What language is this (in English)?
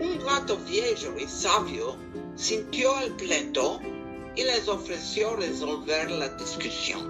Ladino